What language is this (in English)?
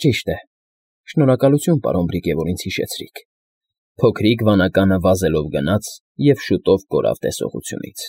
Armenian